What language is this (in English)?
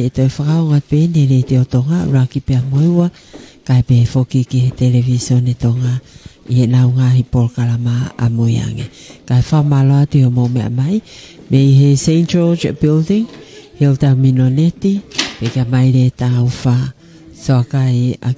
Tongan